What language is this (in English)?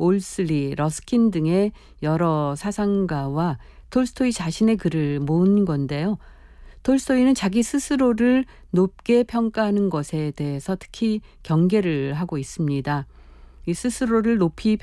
Korean